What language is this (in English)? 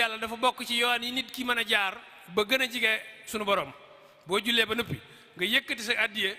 Wolof